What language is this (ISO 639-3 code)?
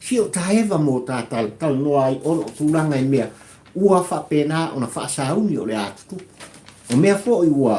smo